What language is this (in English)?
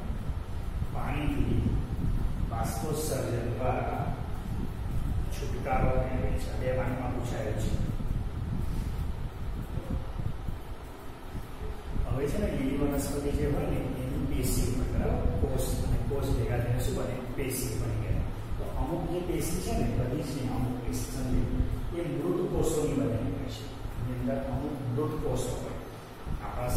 Gujarati